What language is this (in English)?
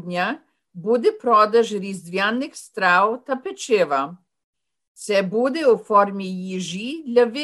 Ukrainian